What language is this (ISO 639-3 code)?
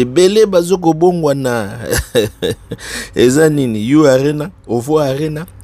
lin